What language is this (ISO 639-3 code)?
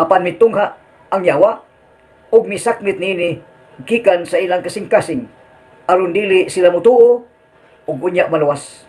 ceb